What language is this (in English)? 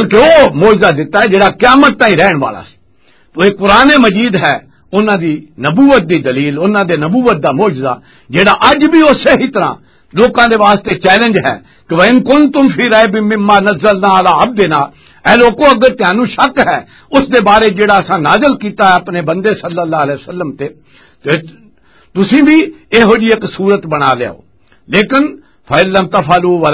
Western Panjabi